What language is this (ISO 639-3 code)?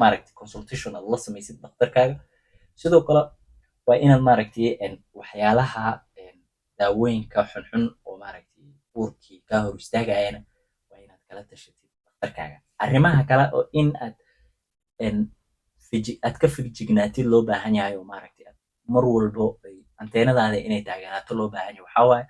som